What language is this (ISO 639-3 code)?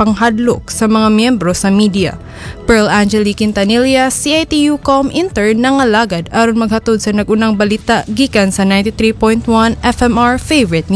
ceb